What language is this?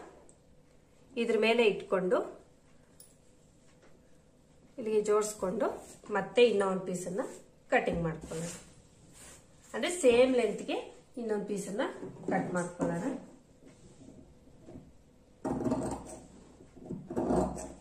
Kannada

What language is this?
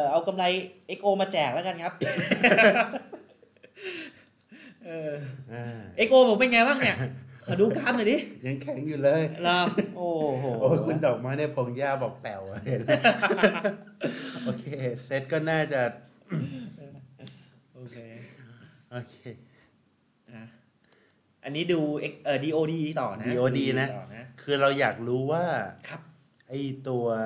Thai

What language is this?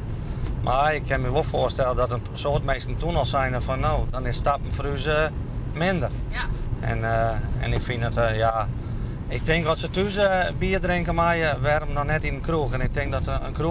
Western Frisian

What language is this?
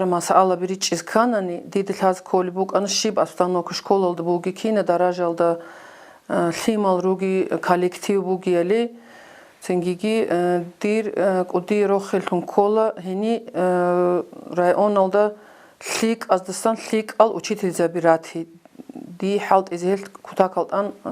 Avaric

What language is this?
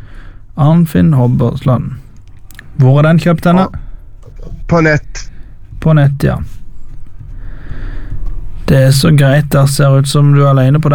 Norwegian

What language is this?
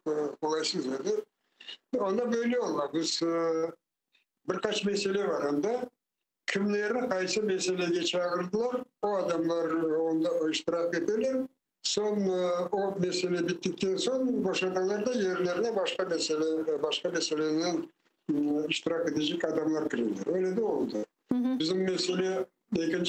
Crimean Tatar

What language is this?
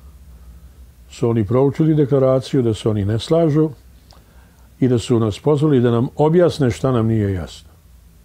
Serbian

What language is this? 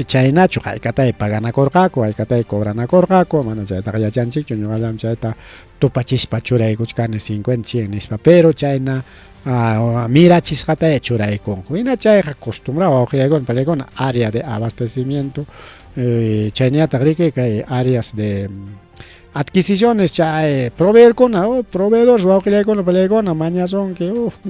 Ayacucho Quechua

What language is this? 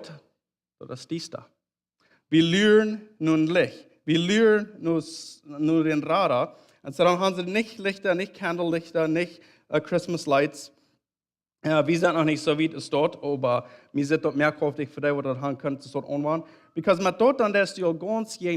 Plautdietsch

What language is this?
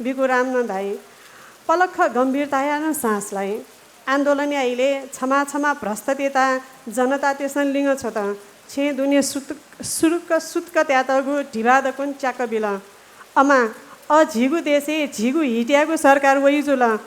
Newari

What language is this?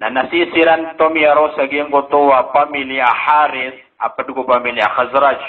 Maranao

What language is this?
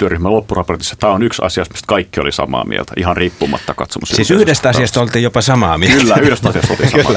Finnish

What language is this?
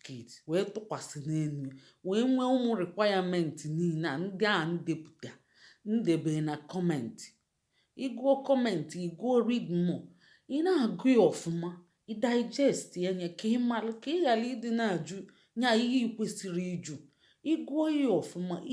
Igbo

